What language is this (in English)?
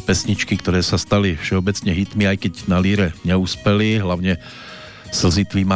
Slovak